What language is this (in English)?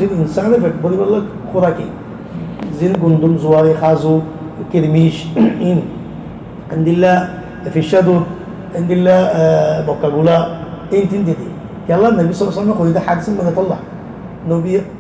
Rohingya